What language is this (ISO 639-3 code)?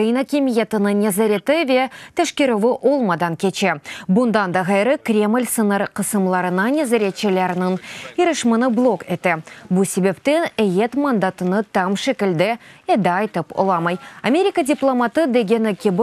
crh